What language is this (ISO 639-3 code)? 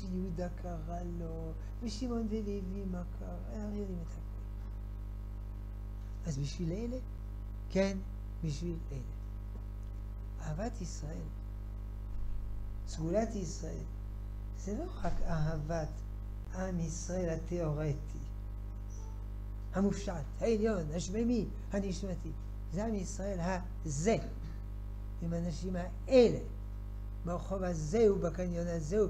heb